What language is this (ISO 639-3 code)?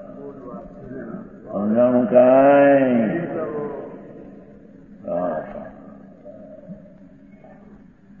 guj